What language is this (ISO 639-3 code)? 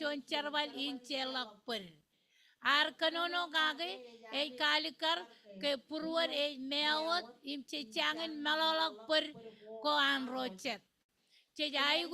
mah